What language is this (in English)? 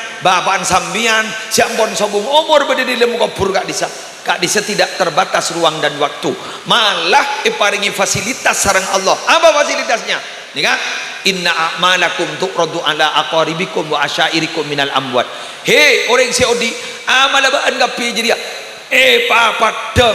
Madurese